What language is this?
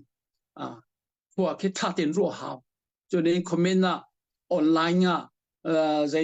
Hakha Chin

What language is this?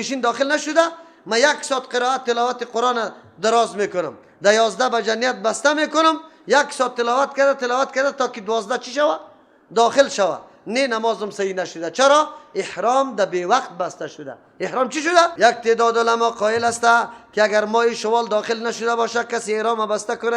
Persian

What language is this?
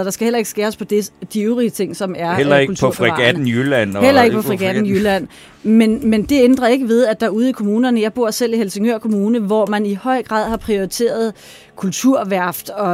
Danish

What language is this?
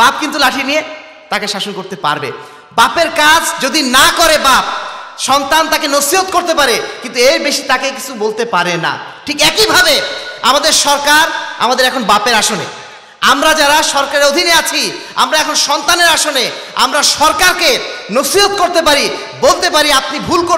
Bangla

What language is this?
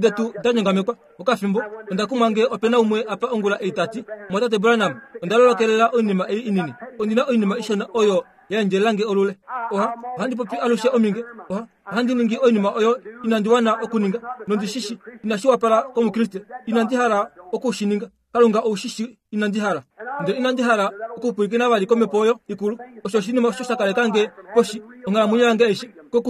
Kuanyama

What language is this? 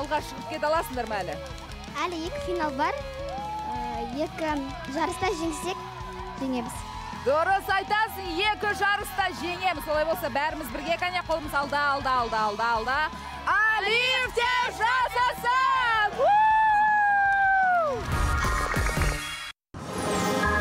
Kazakh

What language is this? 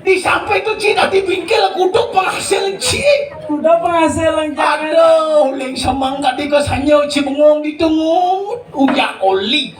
Balinese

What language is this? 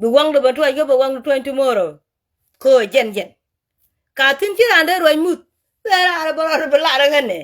Nuer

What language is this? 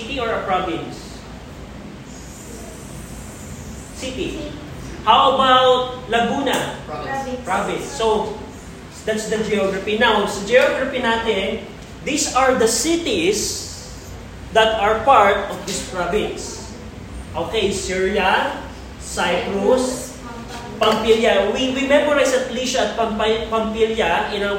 Filipino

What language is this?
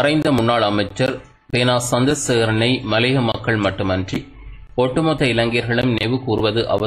Tamil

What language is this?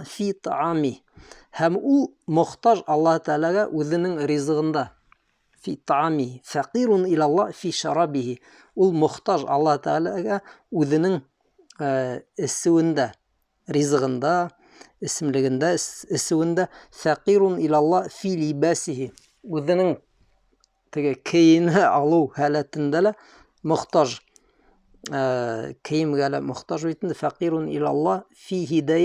Bashkir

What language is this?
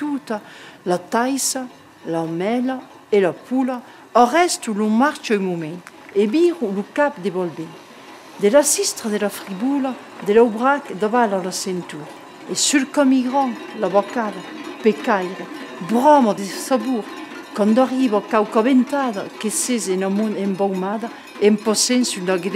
Occitan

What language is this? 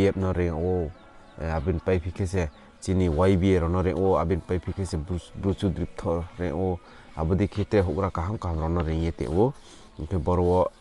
Riang (India)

